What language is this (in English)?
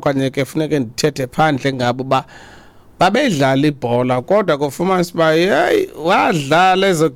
Xhosa